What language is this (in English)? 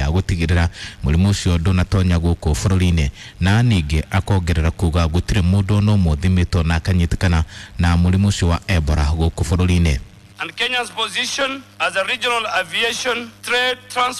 Kikuyu